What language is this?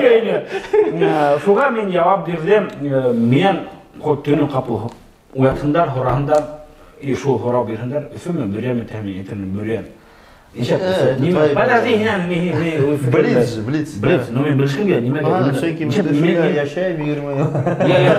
Bashkir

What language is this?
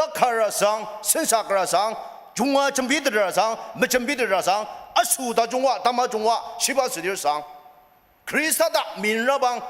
Ao Naga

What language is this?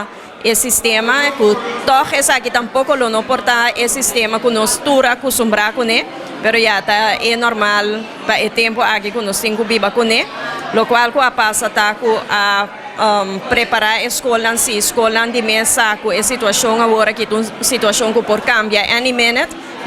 Papiamento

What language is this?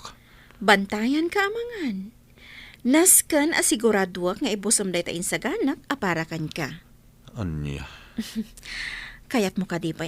Iloko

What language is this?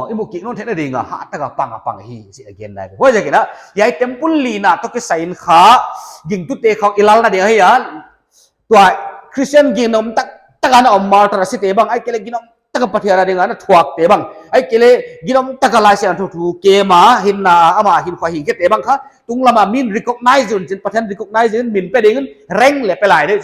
Paite Chin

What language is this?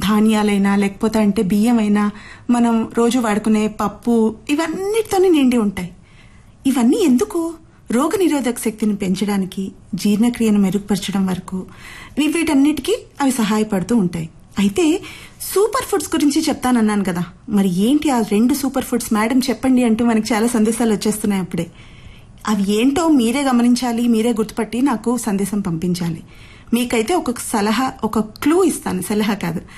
Telugu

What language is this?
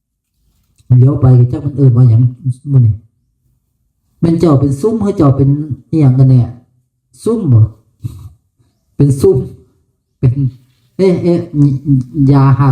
Northeastern Thai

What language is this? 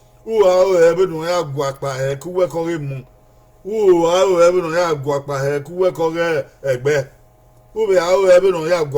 Bini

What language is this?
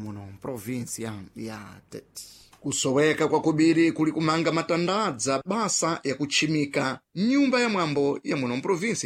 Sena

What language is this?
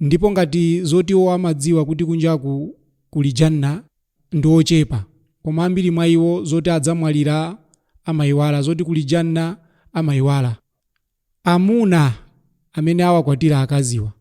Nyanja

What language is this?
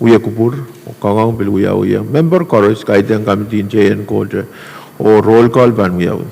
Pohnpeian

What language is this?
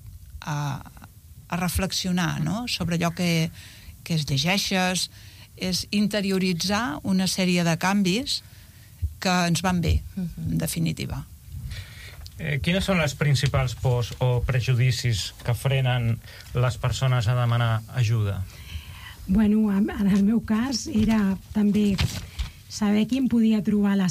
Catalan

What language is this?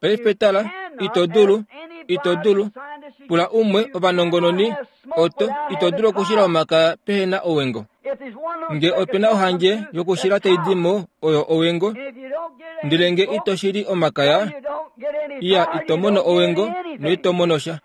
Kuanyama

